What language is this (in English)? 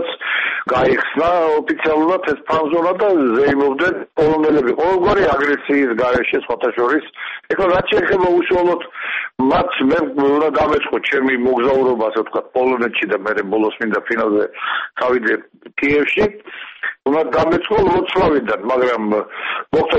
Georgian